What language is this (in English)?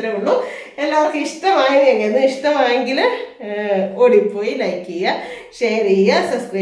Malayalam